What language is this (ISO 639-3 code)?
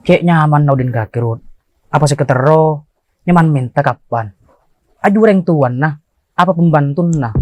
mad